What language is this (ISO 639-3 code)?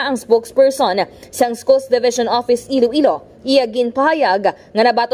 hil